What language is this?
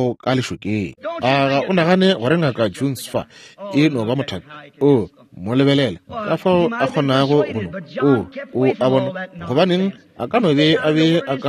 Northern Sotho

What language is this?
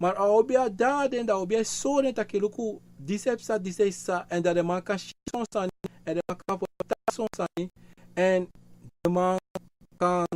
Sranan Tongo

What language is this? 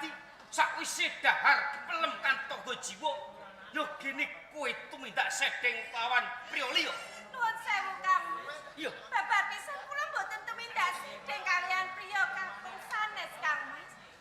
Javanese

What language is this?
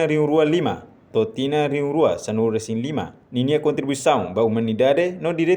Tetum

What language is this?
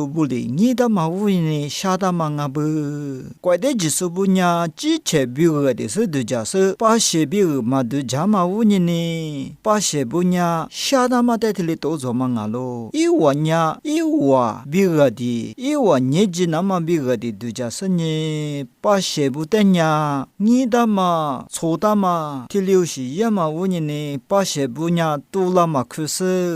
Lisu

